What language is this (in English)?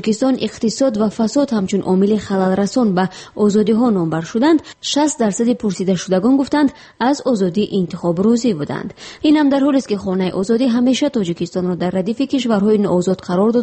Persian